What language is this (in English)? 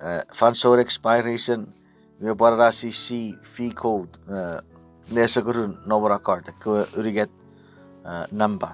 Chuukese